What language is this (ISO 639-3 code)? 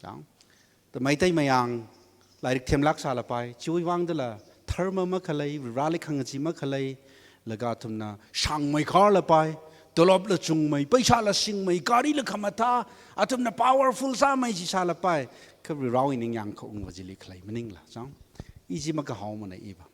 nmf